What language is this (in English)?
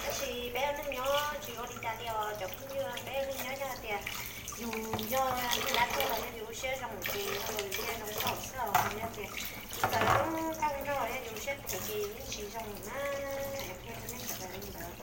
Hmong